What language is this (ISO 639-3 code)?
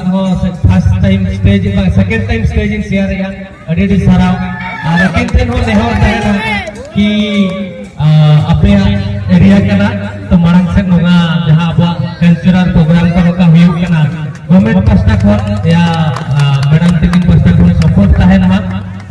sat